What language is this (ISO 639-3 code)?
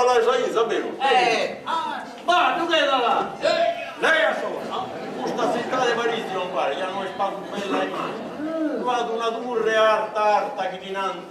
srd